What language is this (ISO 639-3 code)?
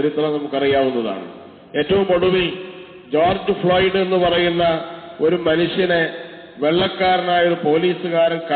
mal